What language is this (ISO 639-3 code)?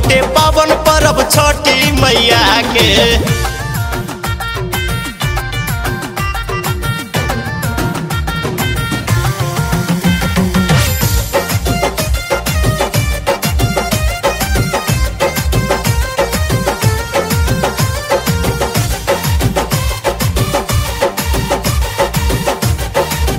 bho